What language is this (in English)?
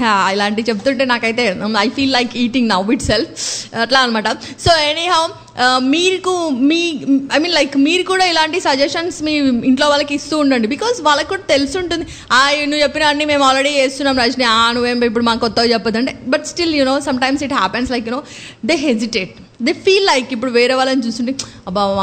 Telugu